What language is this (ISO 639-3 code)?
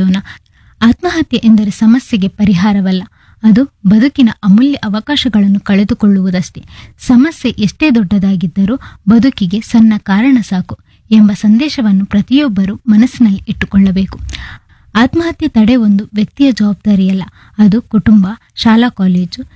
kan